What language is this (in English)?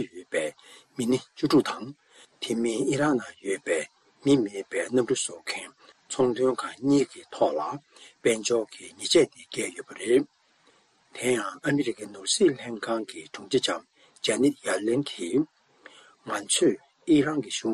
Tibetan